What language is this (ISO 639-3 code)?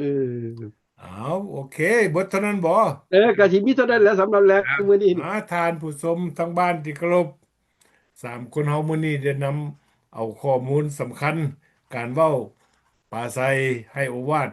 lao